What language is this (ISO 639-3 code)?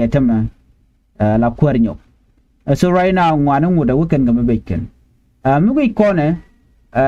nus